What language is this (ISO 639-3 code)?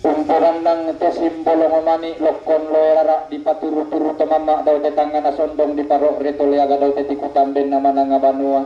sda